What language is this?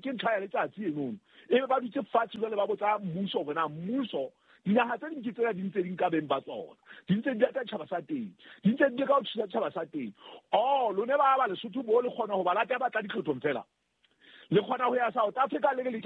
Southern Sotho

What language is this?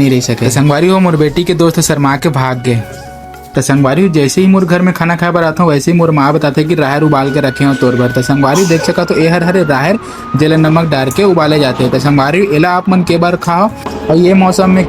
Chhattisgarhi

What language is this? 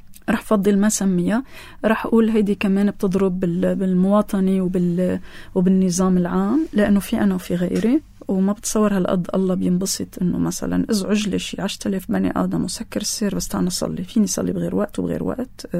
North Levantine Arabic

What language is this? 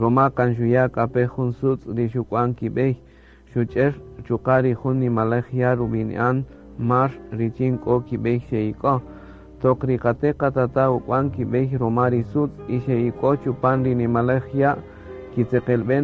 Kaqchikel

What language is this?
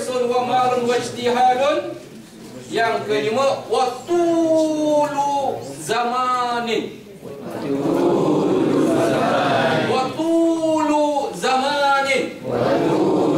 Malay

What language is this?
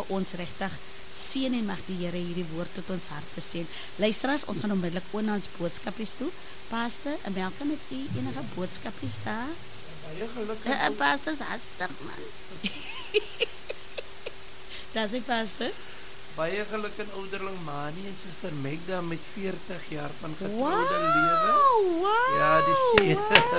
Afrikaans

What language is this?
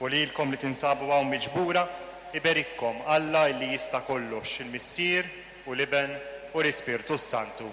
Maltese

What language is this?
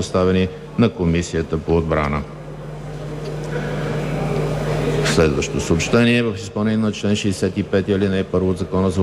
Bulgarian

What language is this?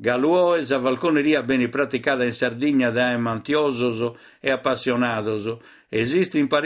Sardinian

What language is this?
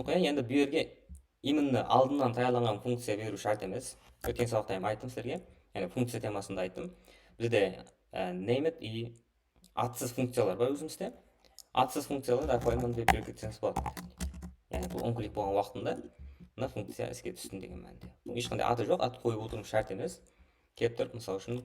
Kara-Kalpak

